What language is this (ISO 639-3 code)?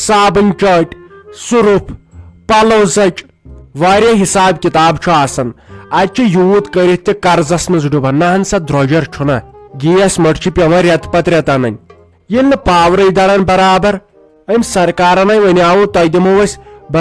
kas